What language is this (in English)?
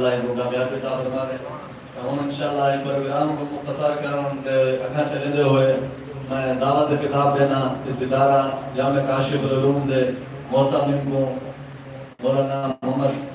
Saraiki